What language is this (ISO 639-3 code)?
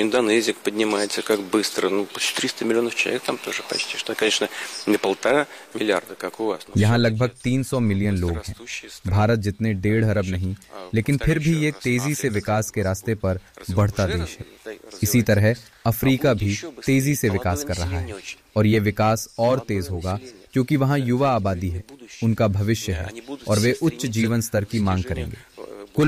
hin